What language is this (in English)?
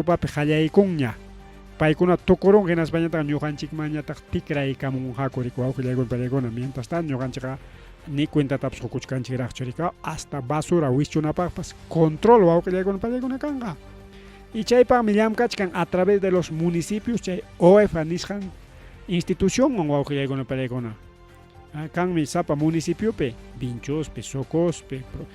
Ayacucho Quechua